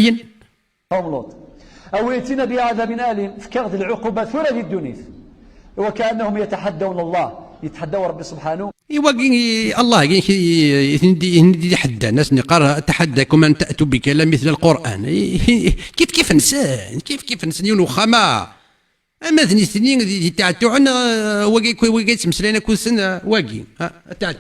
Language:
Kabyle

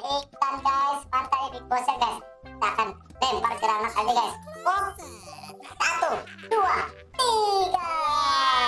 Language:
Indonesian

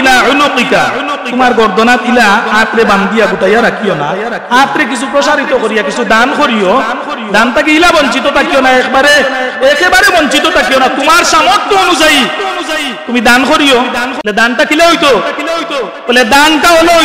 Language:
Sylheti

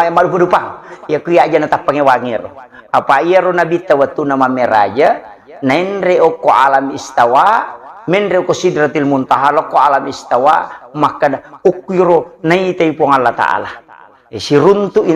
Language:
Buginese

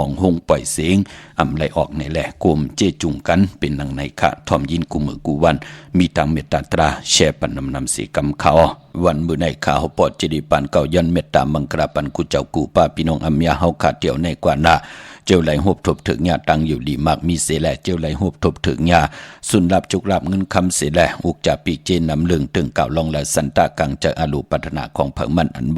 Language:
Shan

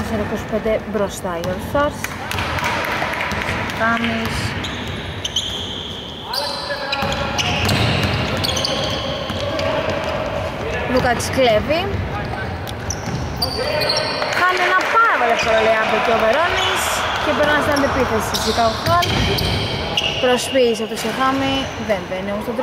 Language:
Greek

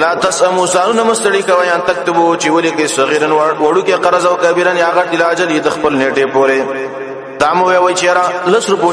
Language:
Pashto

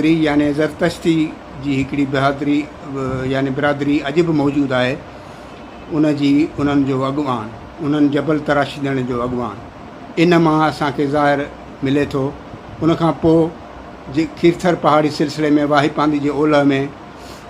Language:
Sindhi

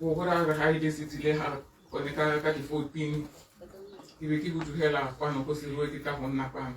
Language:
Tswana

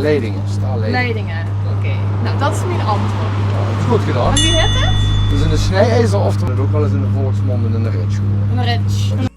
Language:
Limburgish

